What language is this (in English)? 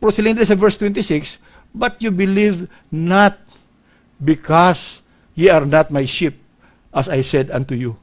Hiligaynon